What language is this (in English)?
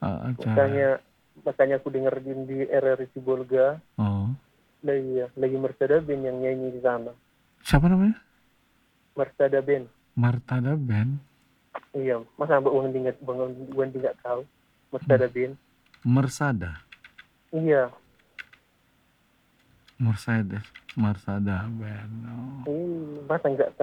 Indonesian